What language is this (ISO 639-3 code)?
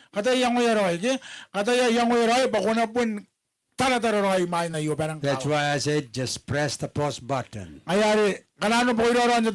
gil